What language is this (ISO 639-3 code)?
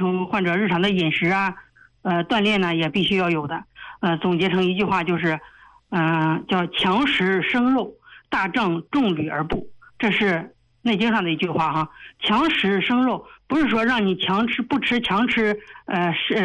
zho